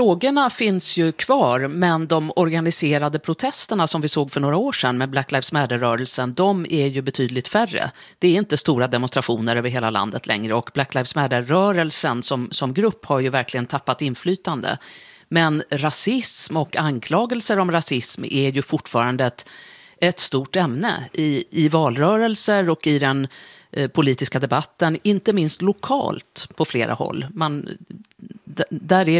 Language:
Swedish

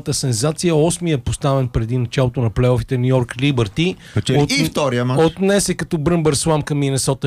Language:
Bulgarian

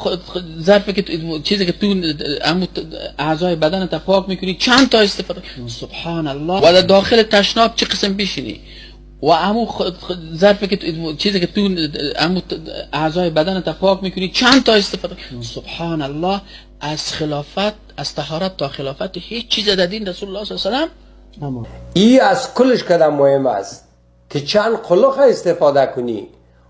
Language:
Persian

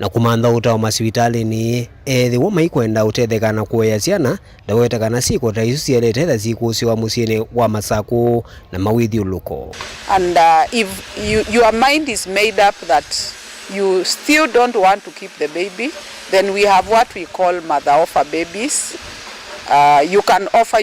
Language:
Kamba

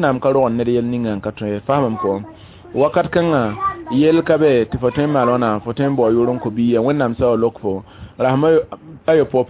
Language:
Mossi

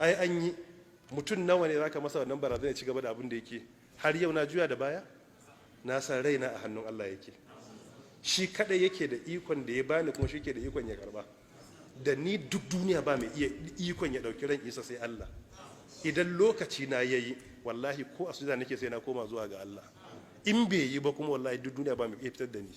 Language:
Hausa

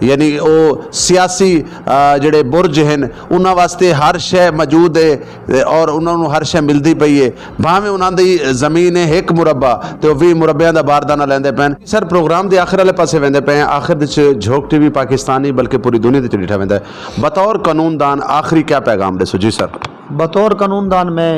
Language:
Saraiki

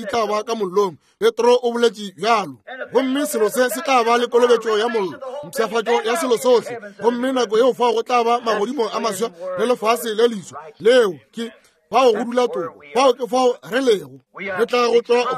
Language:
Northern Sotho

